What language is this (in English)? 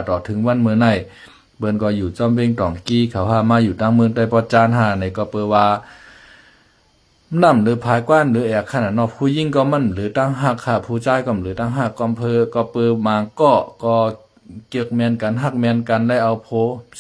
Shan